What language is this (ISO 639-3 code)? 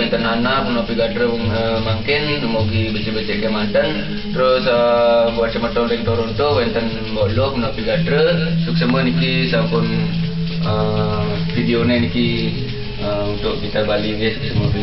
ban